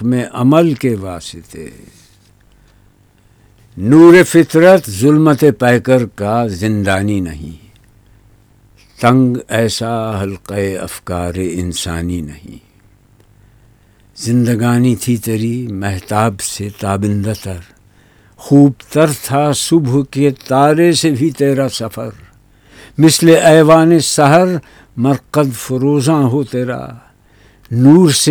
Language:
Urdu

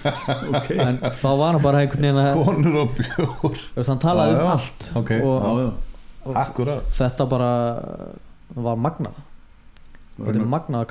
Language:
Icelandic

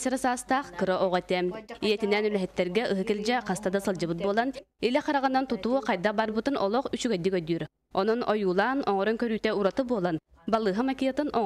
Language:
Yakut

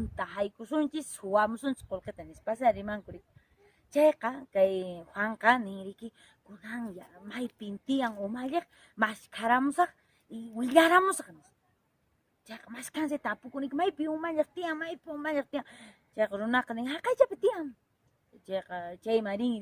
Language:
Quechua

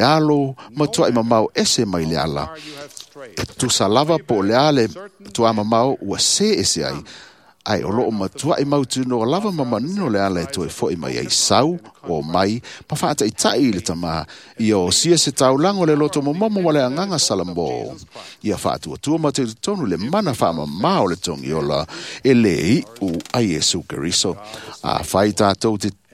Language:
Samoan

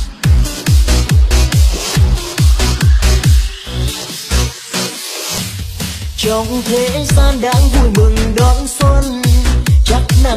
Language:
Vietnamese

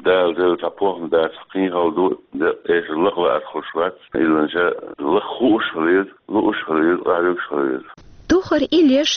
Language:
Chechen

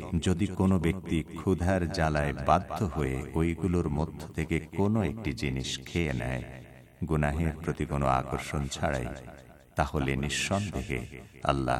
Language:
Bangla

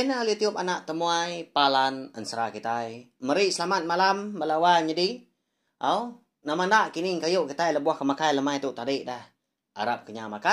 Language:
Iban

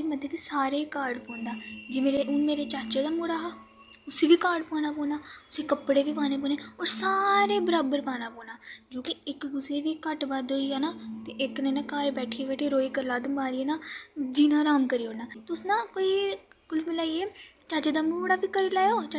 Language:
Dogri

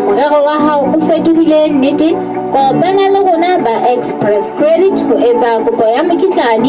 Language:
Southern Sotho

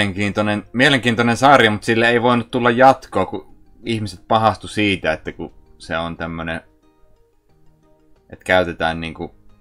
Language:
Finnish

